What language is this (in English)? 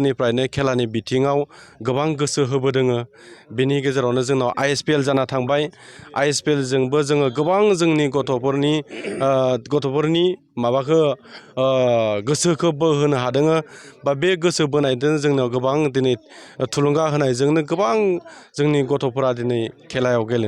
Bodo